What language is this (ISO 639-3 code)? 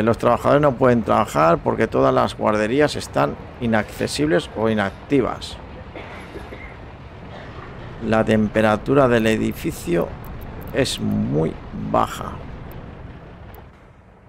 spa